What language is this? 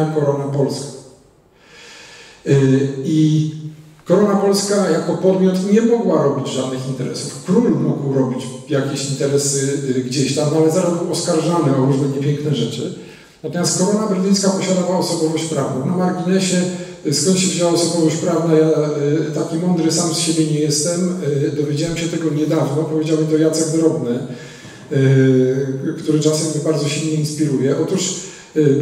Polish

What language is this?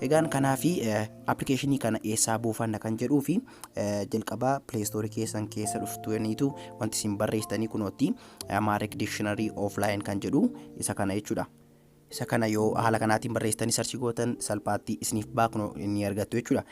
Oromo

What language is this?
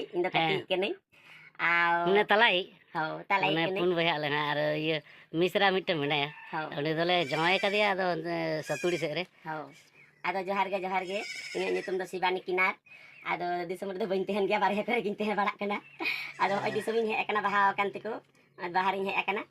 Santali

